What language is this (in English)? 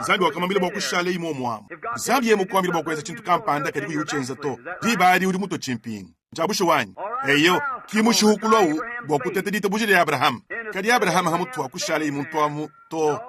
Luba-Lulua